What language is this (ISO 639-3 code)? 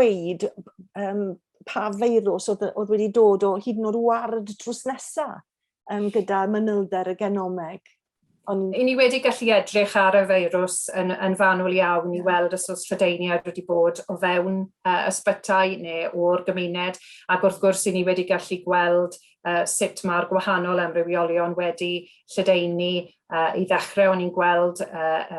cym